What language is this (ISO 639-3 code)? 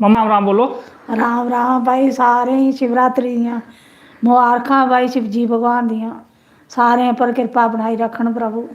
doi